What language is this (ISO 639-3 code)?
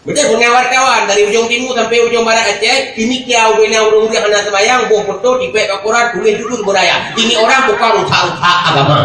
ace